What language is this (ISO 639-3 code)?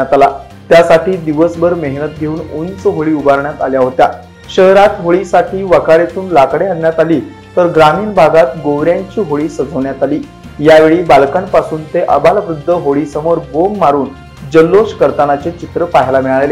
mar